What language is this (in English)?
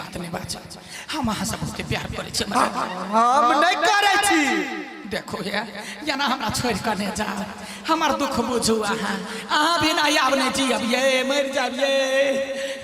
Maithili